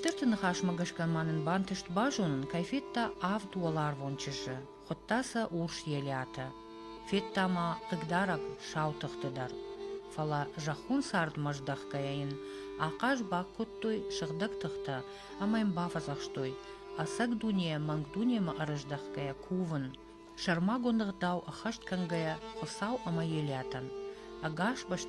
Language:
Ossetic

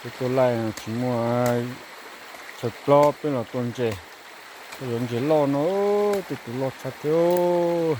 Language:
Hmong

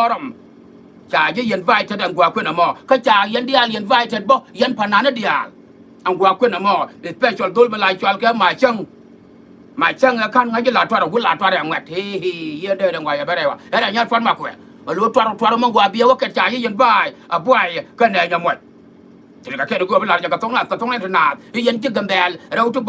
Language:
Nuer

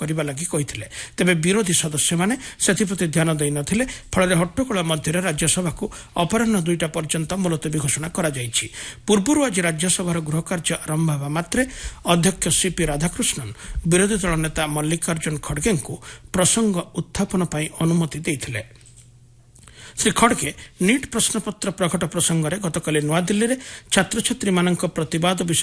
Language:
Odia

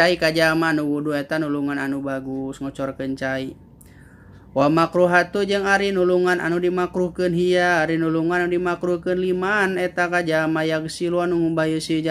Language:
Sundanese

